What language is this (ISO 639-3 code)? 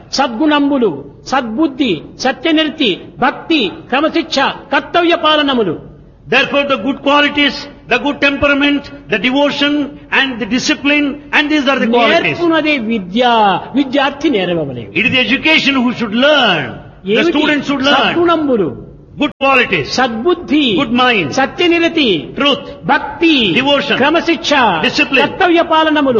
tel